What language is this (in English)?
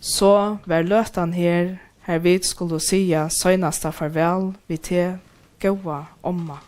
Faroese